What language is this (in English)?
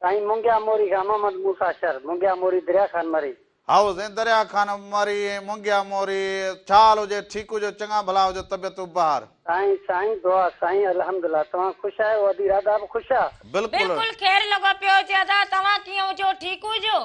Sindhi